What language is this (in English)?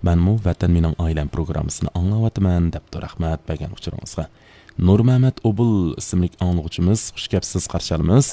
Uyghur